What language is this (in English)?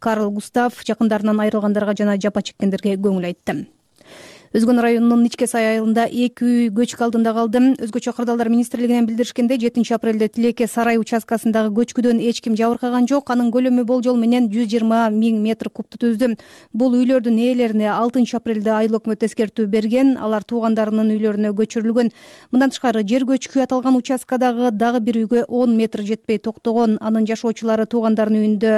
Kyrgyz